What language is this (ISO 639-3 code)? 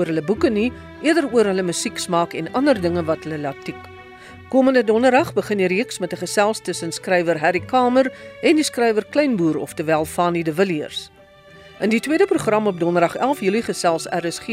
afr